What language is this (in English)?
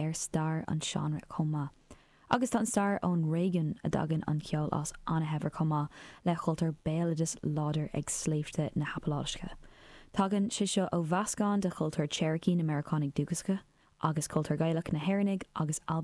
Irish